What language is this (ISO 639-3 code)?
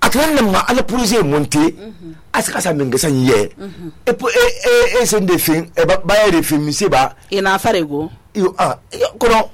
sus